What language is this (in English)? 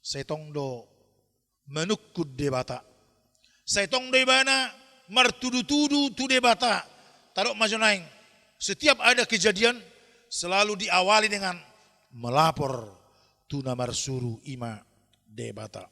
Batak Toba